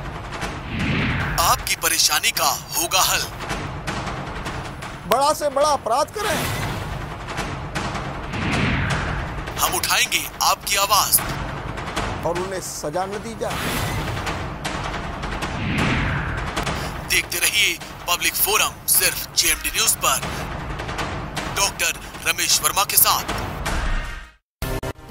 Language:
Hindi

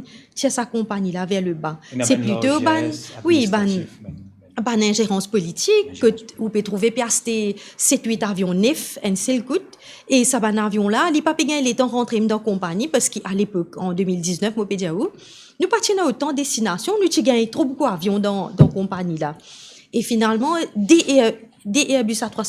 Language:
Morisyen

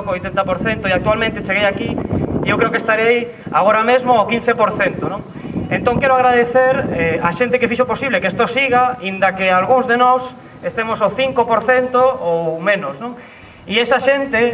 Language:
Galician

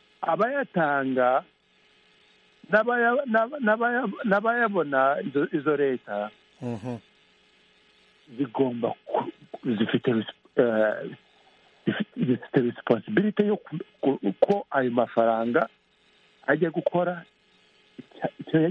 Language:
Kinyarwanda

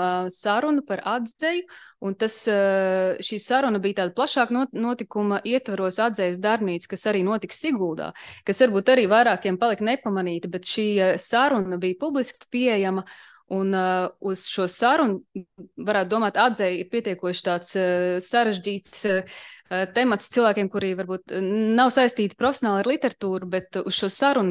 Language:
Latvian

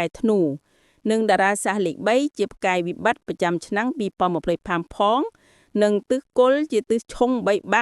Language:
Khmer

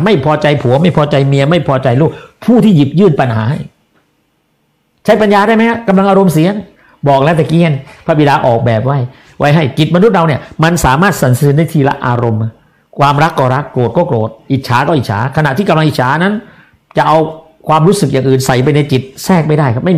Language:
Thai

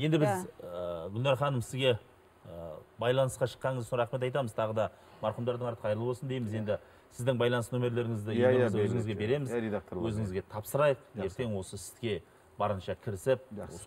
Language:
Kazakh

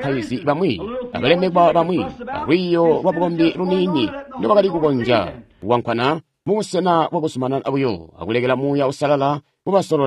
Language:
Tonga (Zambia)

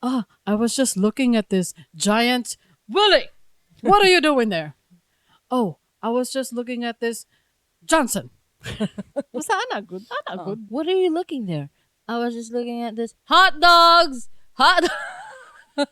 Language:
Cebuano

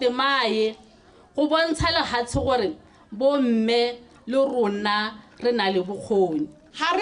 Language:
Tswana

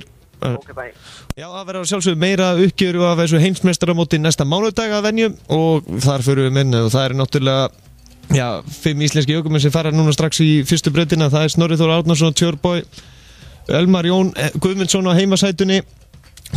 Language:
Icelandic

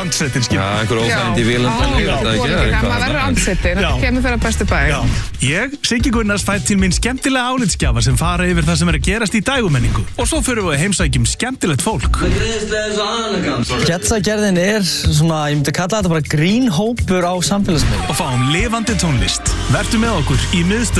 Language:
Icelandic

